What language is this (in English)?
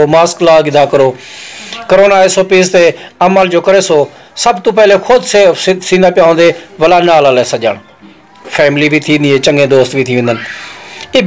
Saraiki